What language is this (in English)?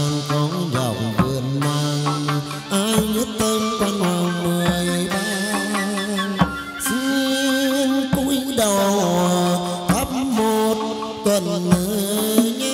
Vietnamese